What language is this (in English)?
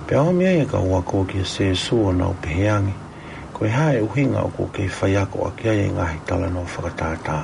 Tongan